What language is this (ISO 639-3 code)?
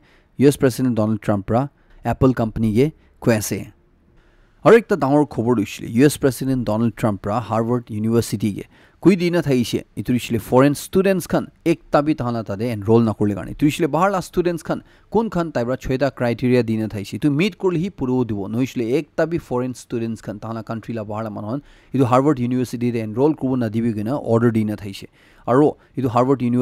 nag